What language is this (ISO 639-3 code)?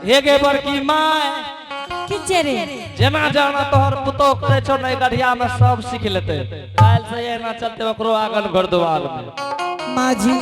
anp